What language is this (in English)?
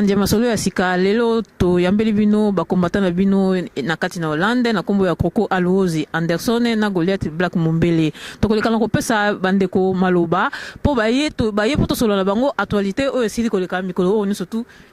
Lingala